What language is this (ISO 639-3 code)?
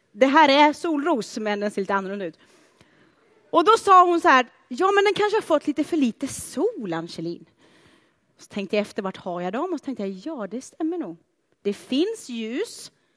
swe